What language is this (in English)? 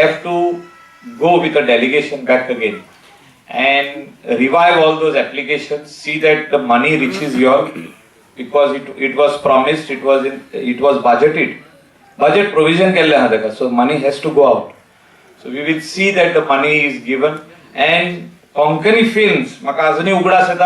Konkani